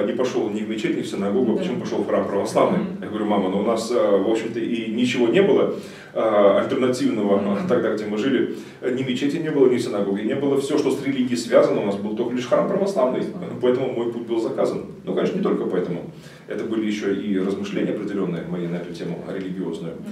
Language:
Russian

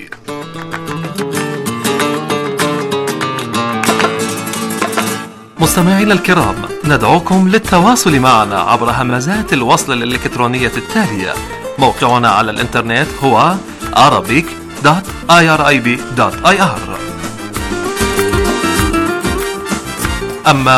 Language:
Arabic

